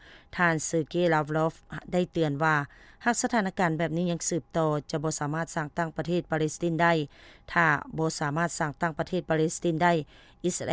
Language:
Lao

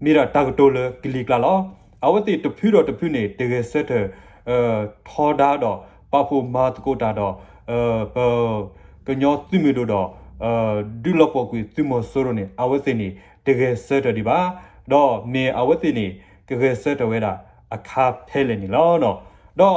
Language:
S'gaw Karen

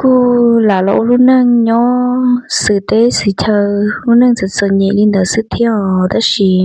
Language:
Hmong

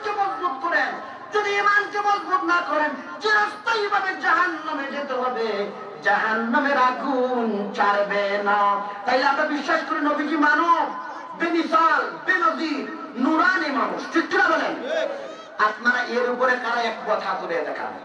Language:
Bangla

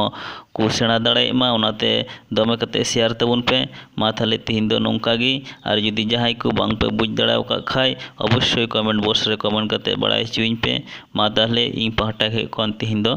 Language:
Santali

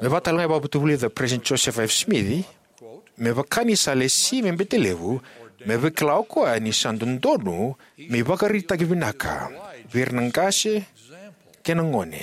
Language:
Fijian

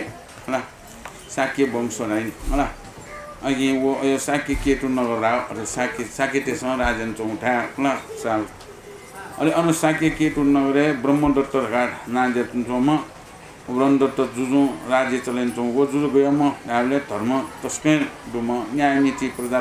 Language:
Newari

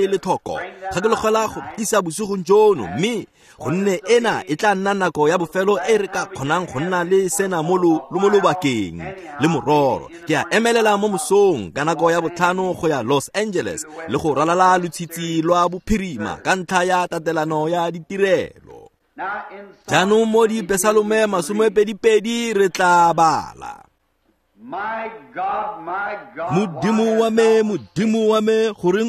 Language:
Tswana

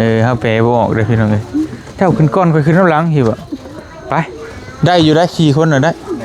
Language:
Lao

